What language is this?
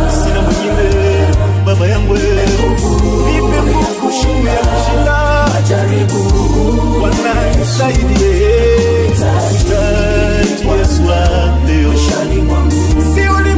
Swahili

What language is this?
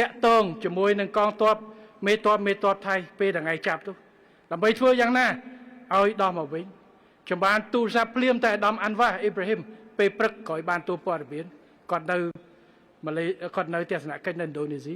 Khmer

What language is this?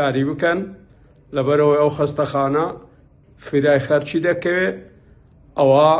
Central Kurdish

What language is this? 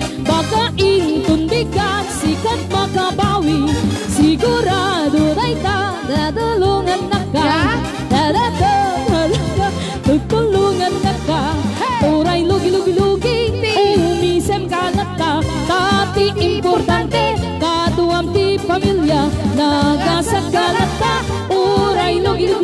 Iloko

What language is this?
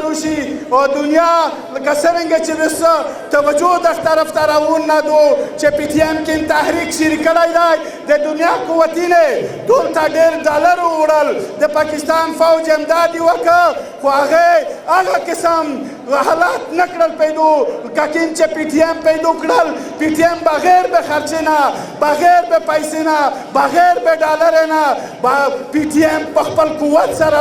Pashto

